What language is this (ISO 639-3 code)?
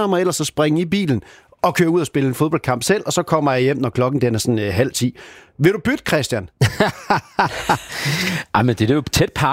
dan